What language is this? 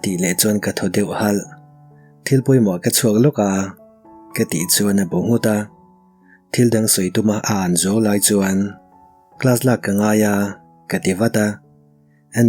Mizo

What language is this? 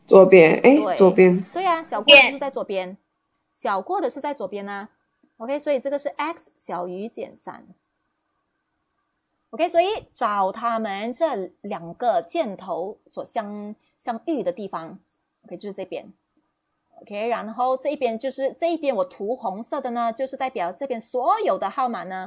Chinese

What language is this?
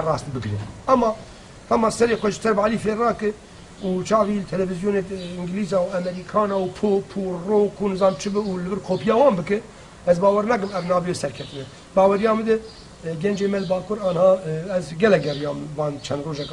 Kurdish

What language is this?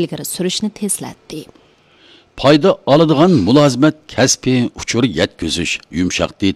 Uyghur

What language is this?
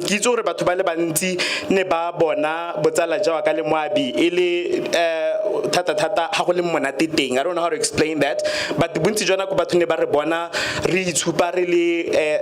Tswana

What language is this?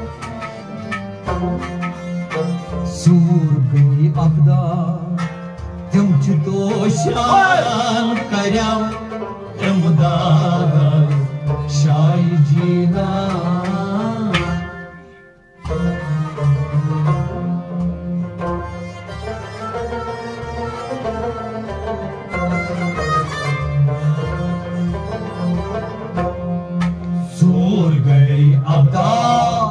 Kashmiri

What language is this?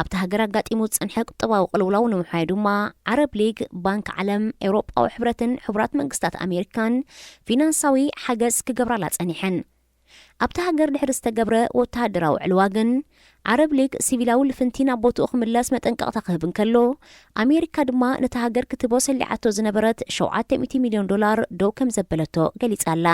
Tigrinya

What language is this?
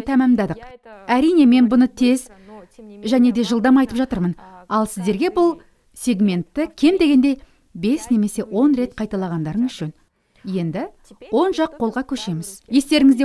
Kazakh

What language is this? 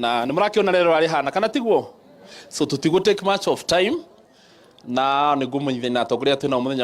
Kikuyu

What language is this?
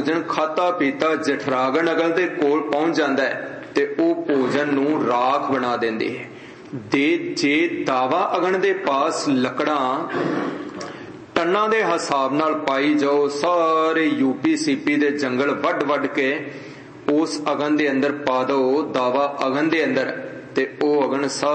Punjabi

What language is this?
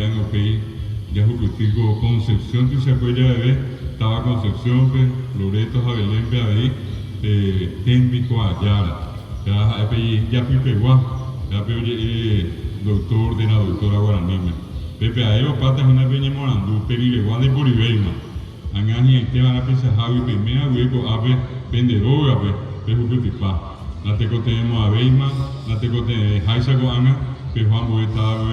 Guarani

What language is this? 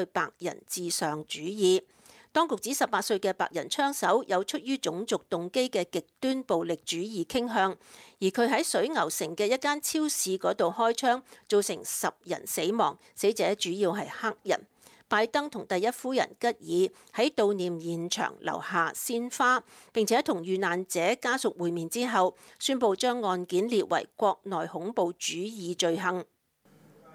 Cantonese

